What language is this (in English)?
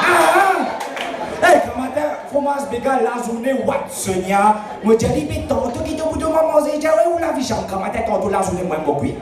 Morisyen